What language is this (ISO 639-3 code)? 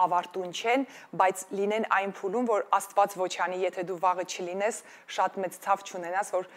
hye